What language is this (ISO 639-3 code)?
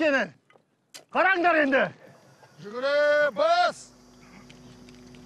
kaz